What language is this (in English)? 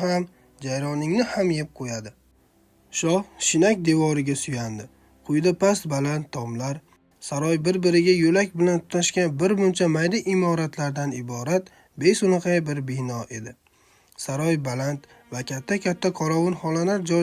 Uzbek